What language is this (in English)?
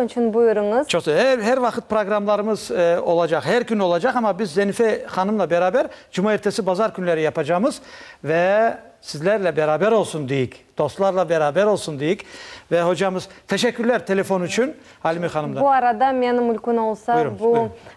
Crimean Tatar